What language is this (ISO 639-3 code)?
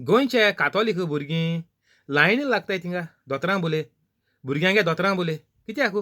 kok